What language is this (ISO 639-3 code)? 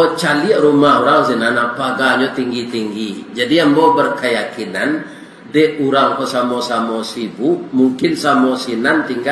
min